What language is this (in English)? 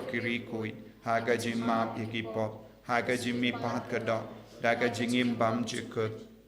Khasi